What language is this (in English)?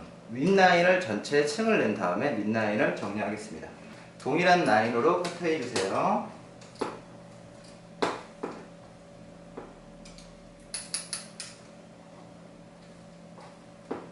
Korean